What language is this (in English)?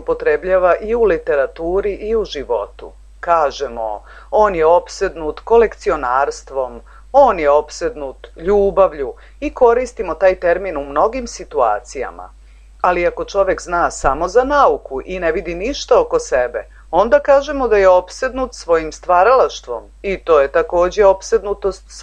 Serbian